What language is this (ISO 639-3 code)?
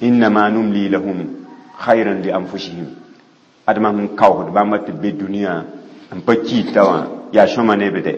mos